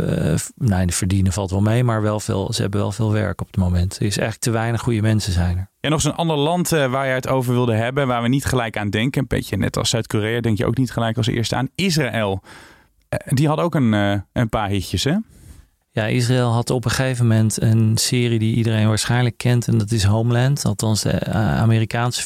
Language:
Dutch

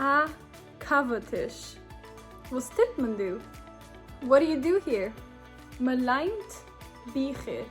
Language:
Yiddish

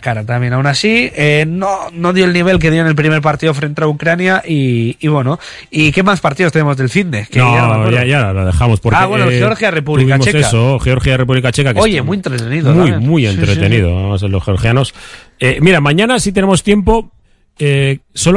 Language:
Spanish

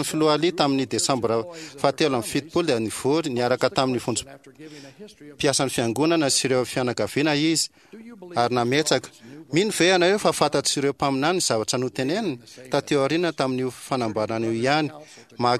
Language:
Malagasy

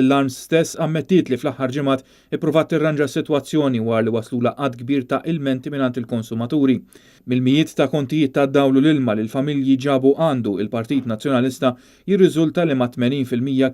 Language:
Maltese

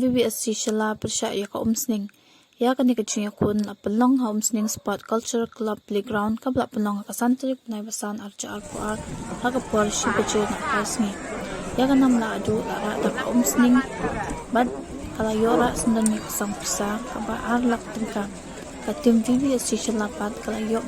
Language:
Khasi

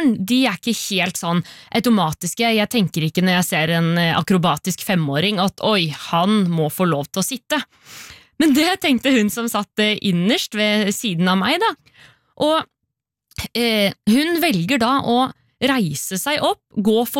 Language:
Norwegian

